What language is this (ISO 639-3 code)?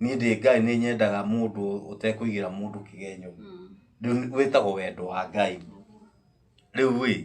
kik